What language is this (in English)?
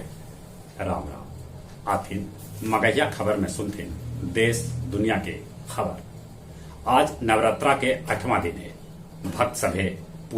Magahi